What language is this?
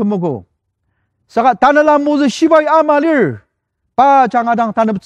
Ao Naga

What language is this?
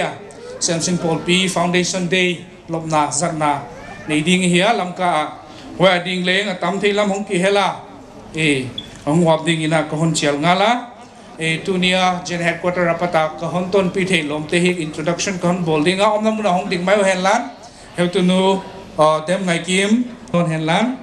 Paite Chin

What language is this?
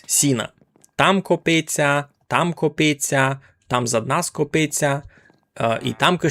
Rusyn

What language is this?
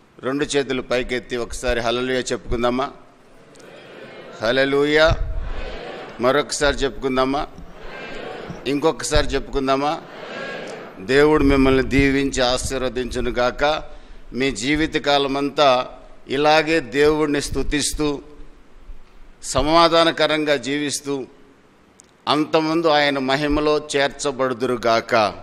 Telugu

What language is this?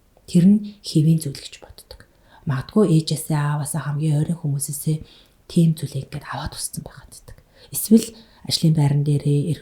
Mongolian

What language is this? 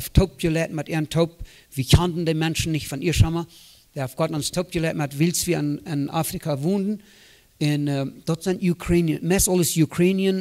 Plautdietsch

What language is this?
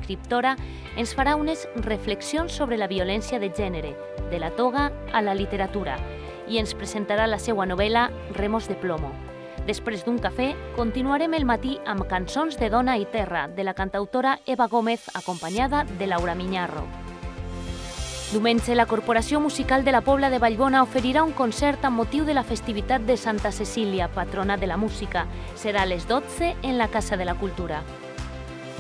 Catalan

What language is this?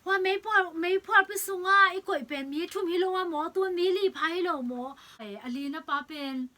Tedim Chin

